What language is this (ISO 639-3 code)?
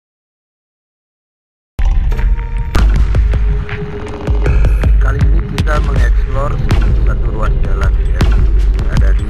ind